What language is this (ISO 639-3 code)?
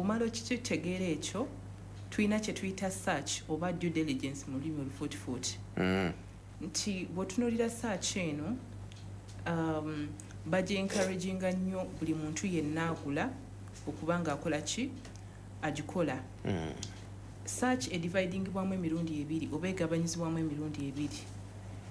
lug